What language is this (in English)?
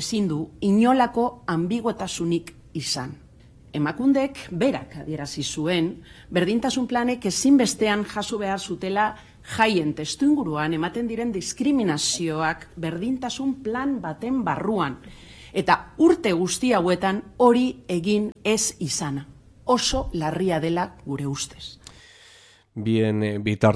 Basque